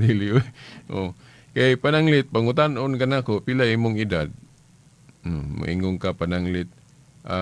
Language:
Cebuano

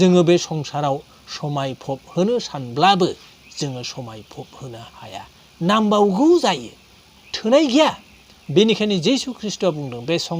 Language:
Bodo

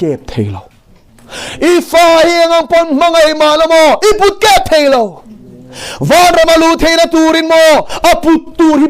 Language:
Mizo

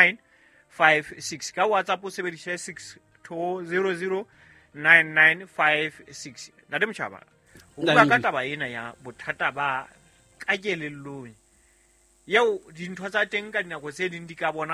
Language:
Southern Sotho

